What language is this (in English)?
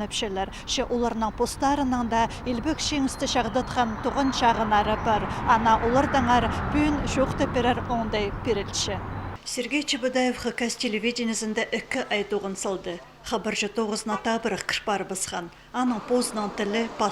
Khakas